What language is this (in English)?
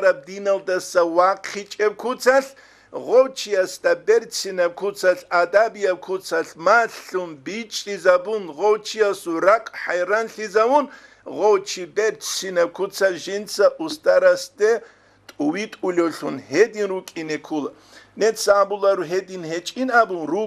Avaric